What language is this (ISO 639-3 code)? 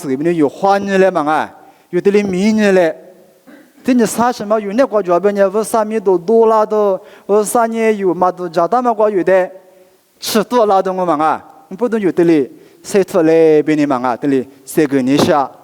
lis